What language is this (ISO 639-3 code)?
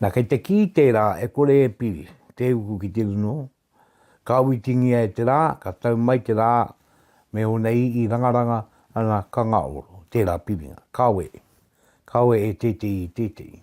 mri